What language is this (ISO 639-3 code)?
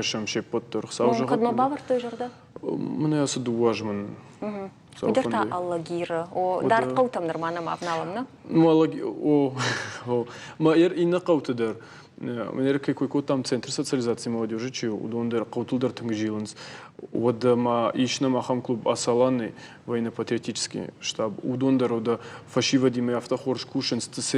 oss